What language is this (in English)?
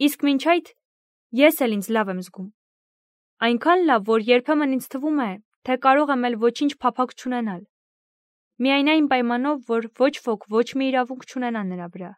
Armenian